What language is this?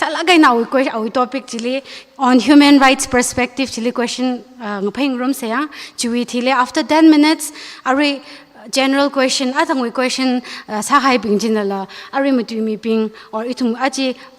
Tangkhul Naga (India)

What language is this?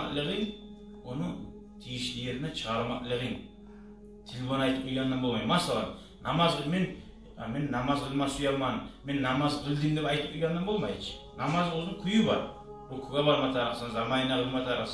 Kumyk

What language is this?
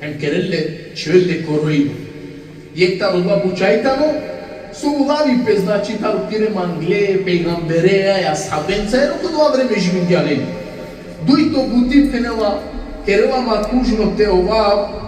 Balkan Romani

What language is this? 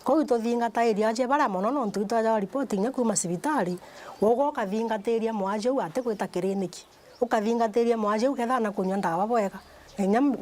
Meru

